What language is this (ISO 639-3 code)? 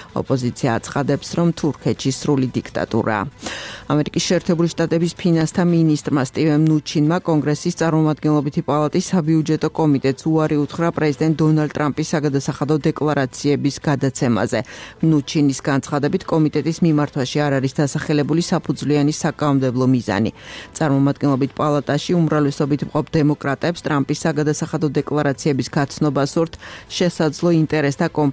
kat